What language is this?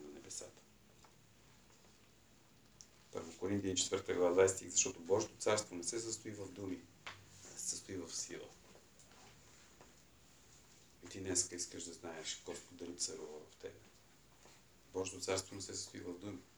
Bulgarian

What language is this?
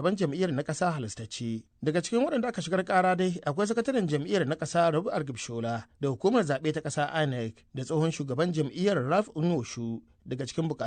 Hausa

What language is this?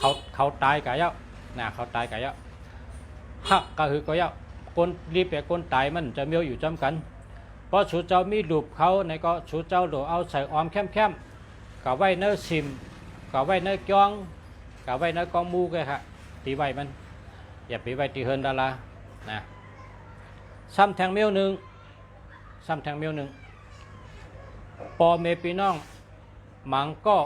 Shan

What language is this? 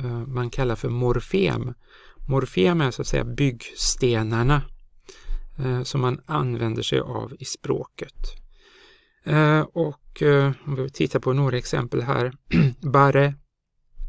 Swedish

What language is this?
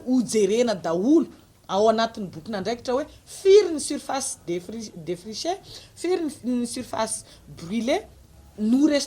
Malagasy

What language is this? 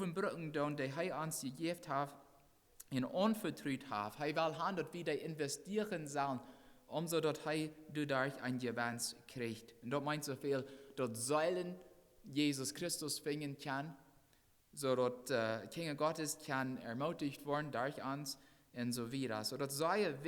Plautdietsch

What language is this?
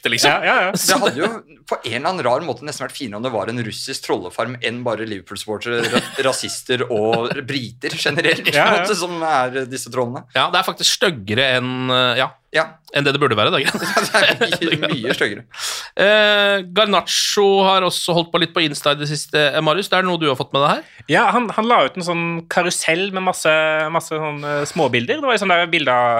Norwegian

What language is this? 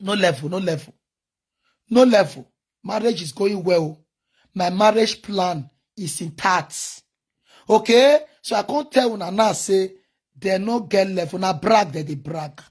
Nigerian Pidgin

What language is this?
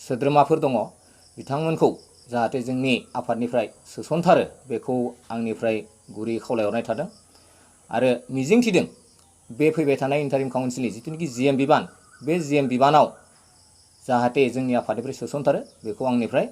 Bodo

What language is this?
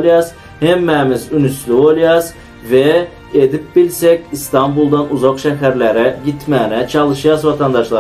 Turkmen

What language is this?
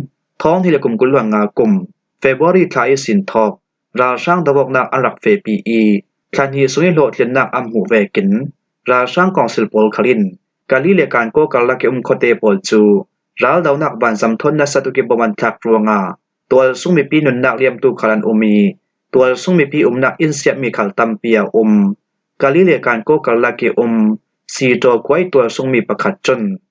Falam Chin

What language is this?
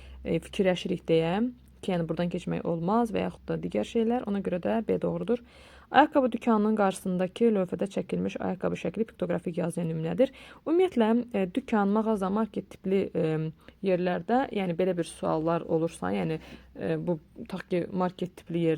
Azerbaijani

